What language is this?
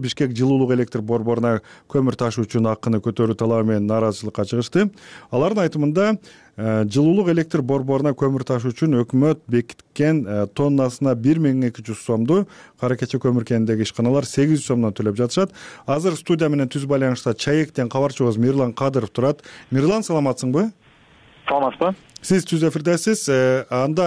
Kyrgyz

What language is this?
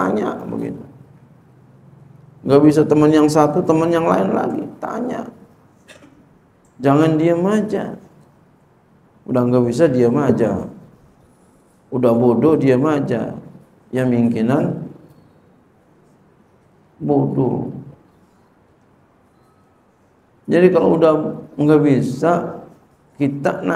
Indonesian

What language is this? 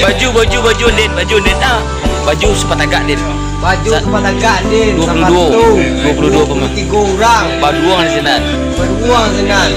Minangkabau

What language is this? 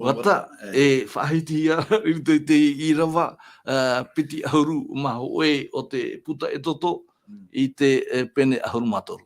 Tahitian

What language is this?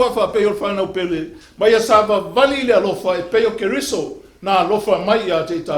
Samoan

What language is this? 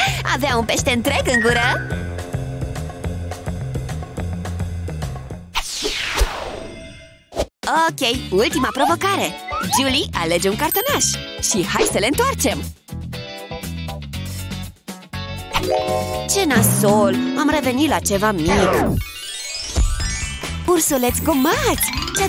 Romanian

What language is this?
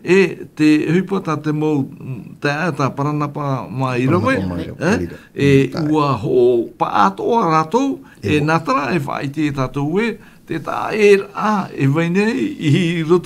Tahitian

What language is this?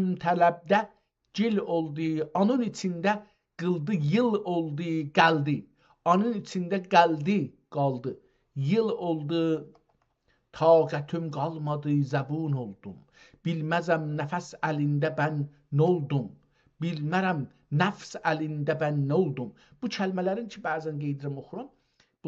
South Azerbaijani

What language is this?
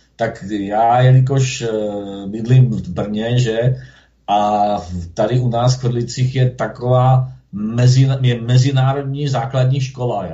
Czech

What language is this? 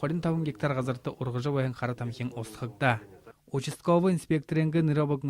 Buriat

